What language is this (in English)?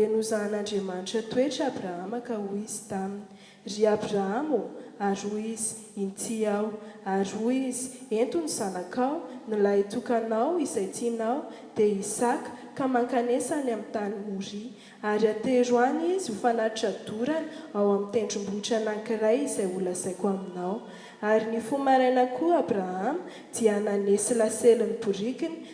Malagasy